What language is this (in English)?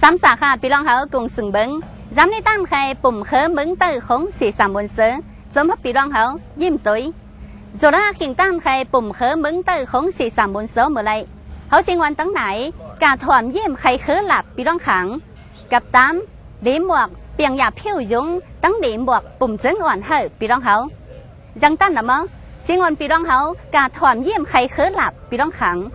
Shan